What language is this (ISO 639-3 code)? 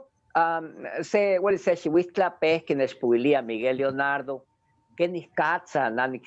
nhe